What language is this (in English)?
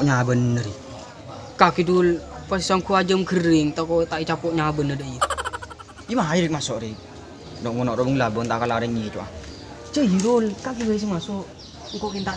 Madurese